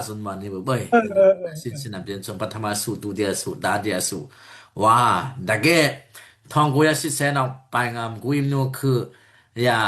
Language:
Daai Chin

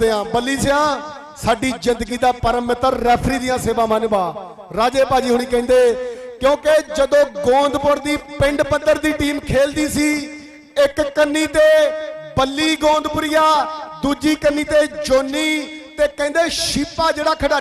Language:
Punjabi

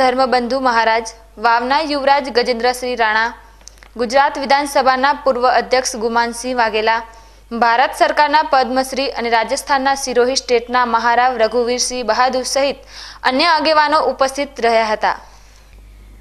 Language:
Gujarati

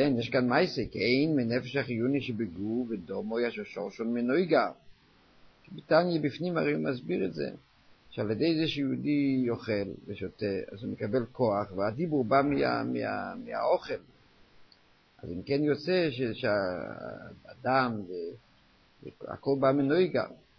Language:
Hebrew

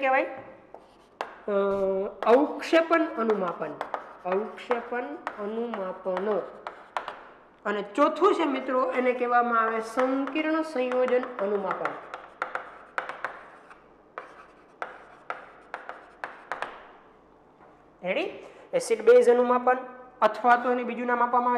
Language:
Gujarati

